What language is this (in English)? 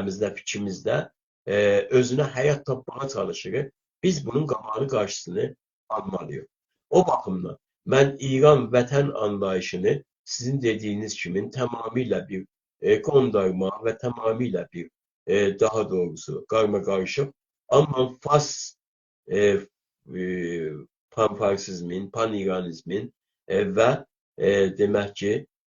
South Azerbaijani